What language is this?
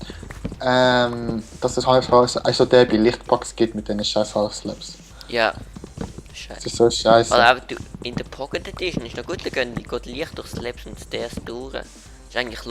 Swiss German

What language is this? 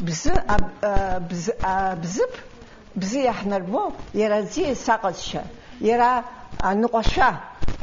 Abkhazian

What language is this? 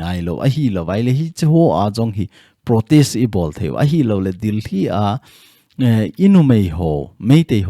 Thado Chin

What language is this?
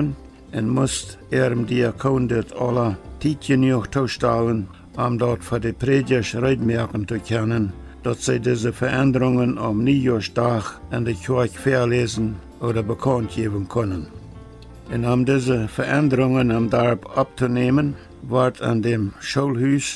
Plautdietsch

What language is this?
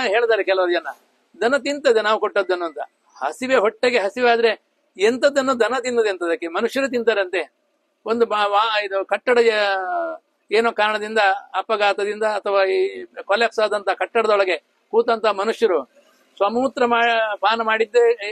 Kannada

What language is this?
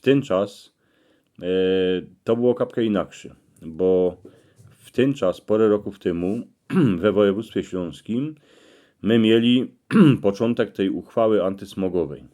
Silesian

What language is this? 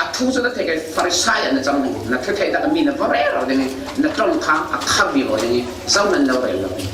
Falam Chin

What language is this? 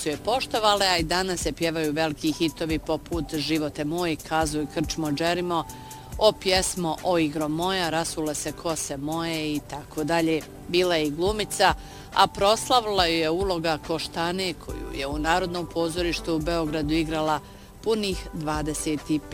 Bosnian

